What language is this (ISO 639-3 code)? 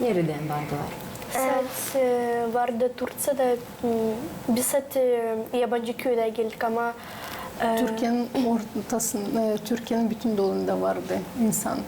gag